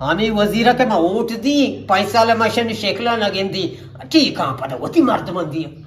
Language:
Eastern Balochi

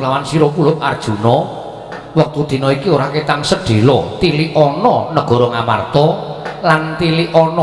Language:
Javanese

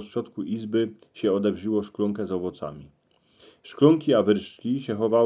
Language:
Silesian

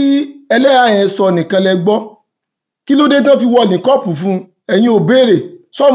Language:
Yoruba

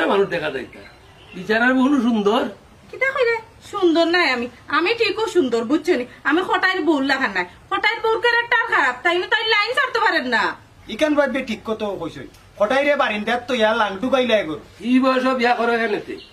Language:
Sylheti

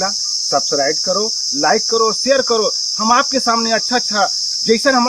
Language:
Chhattisgarhi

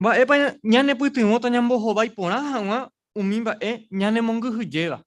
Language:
Guarani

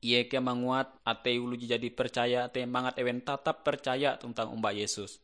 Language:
Ngaju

